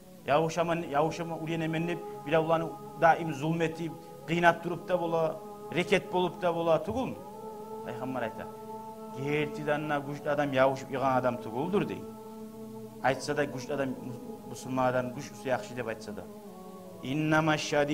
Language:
Kumyk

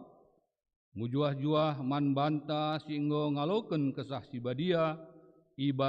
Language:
Batak Karo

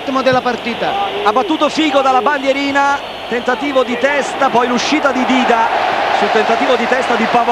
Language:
Italian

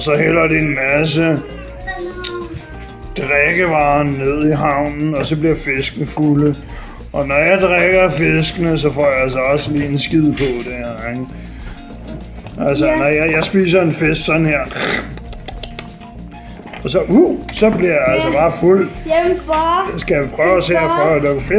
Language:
Danish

